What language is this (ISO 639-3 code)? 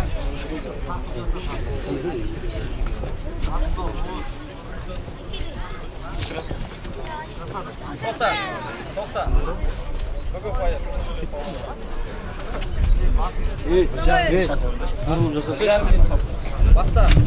kaz